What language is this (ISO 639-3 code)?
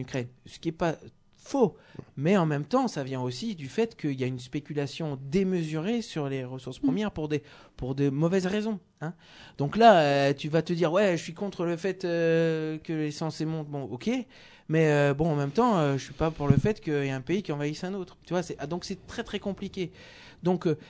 fra